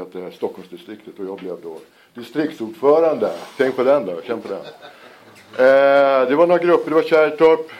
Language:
Swedish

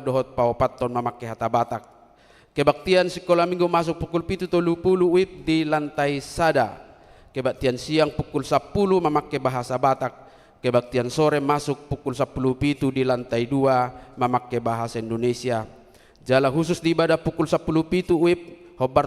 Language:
Batak Toba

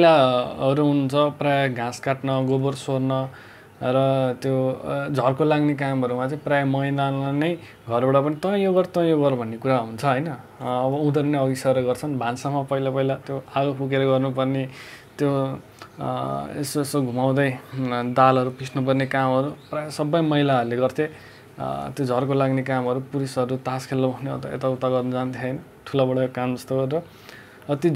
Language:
Nepali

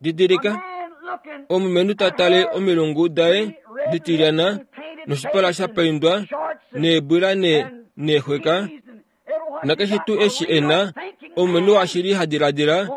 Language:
Kuanyama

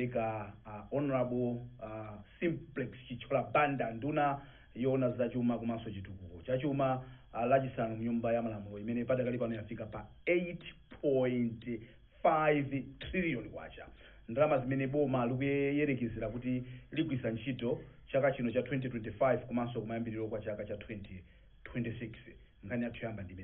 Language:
Nyanja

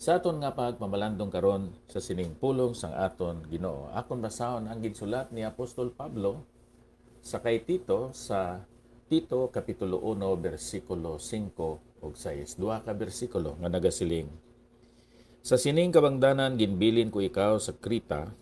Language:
Hiligaynon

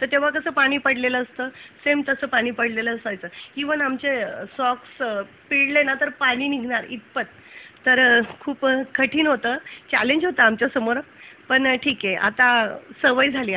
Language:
Marathi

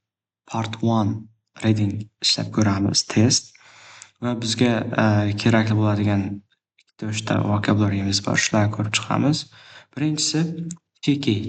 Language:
Uzbek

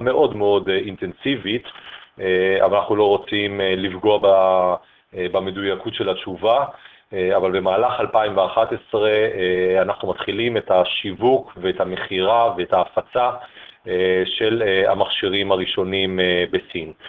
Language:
Hebrew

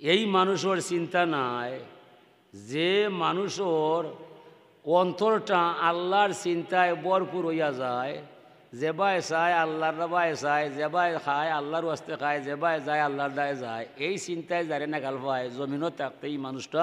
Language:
Sylheti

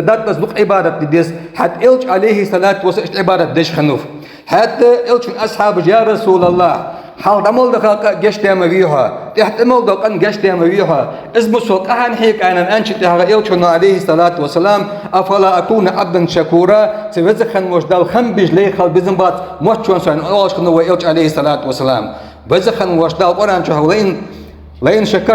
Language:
Ingush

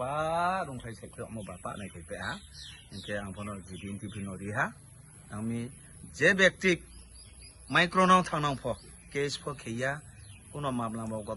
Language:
Riang (India)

